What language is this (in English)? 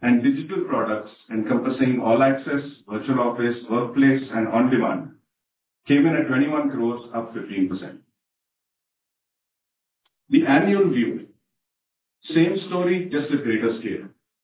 English